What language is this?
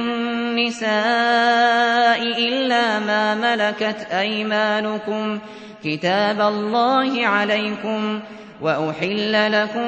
Arabic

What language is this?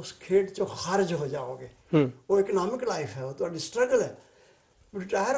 Punjabi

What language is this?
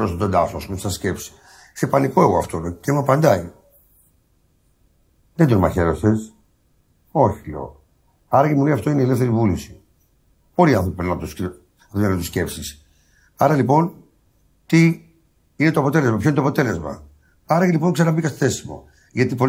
Greek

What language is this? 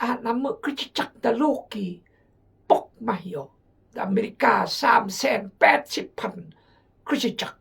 Khmu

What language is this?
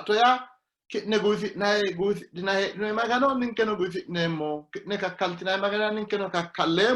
Sidamo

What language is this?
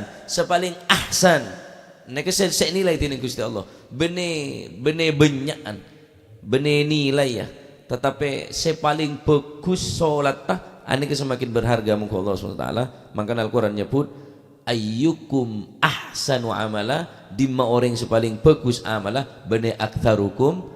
Madurese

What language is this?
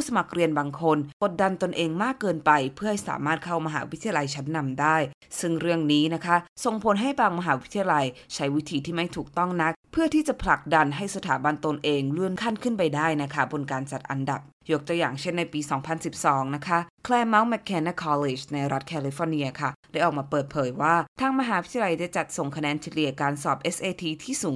Thai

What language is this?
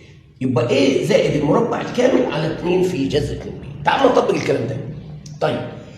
Egyptian Arabic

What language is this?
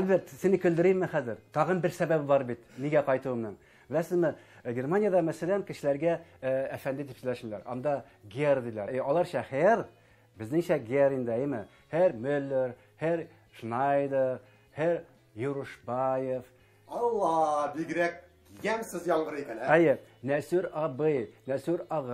Tatar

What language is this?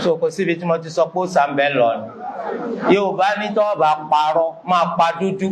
Yoruba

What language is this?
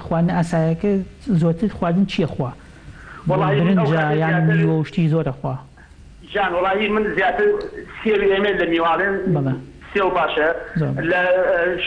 Central Kurdish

